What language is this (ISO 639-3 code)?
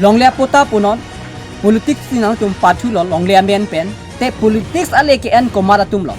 mjw